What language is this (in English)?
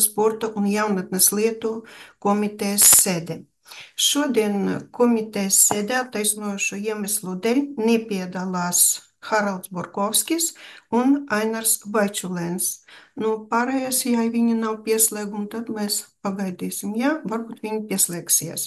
Latvian